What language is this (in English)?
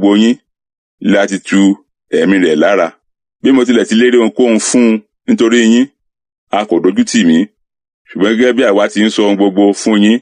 Yoruba